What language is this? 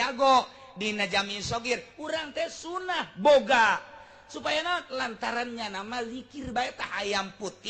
Sundanese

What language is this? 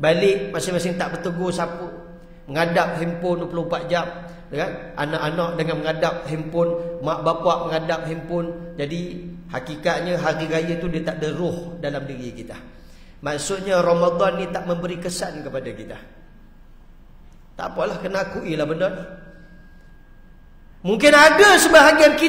Malay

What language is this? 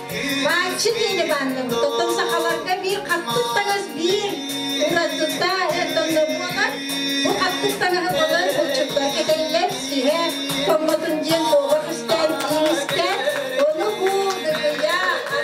Yakut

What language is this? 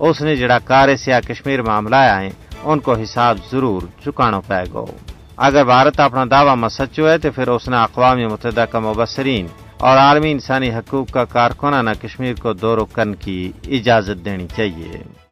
Gujari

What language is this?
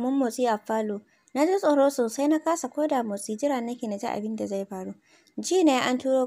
Hausa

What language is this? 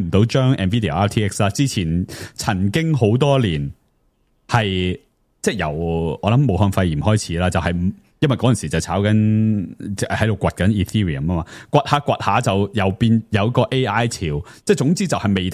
Cantonese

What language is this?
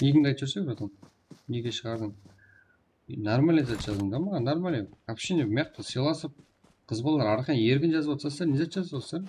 Kara-Kalpak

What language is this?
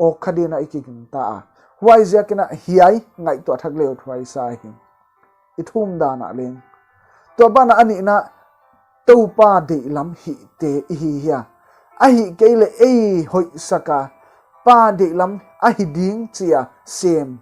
Paite Chin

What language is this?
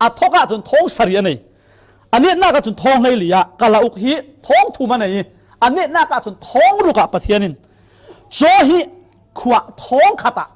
Falam Chin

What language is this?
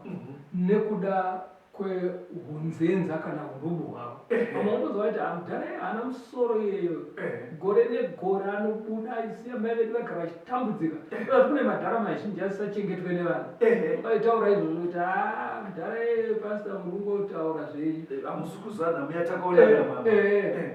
Shona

